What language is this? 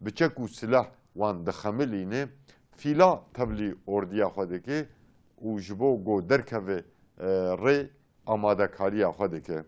Kurdish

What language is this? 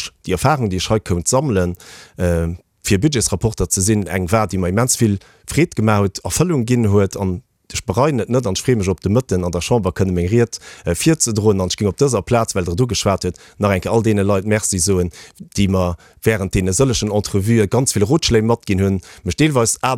Luxembourgish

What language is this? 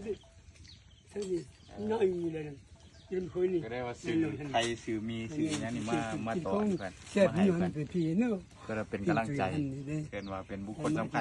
Lao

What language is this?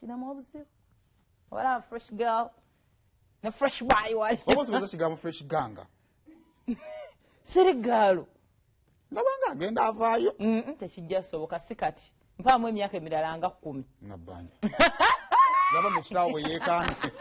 Ganda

